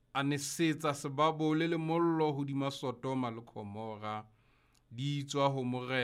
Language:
Southern Sotho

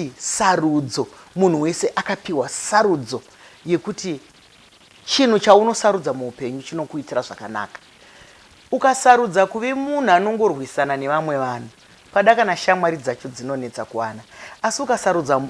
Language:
Shona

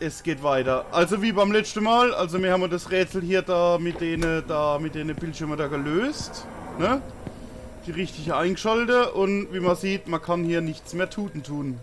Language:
Palatine German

